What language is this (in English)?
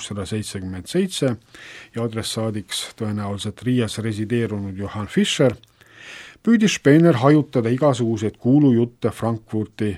Estonian